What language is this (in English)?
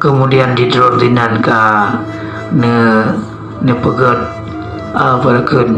Achinese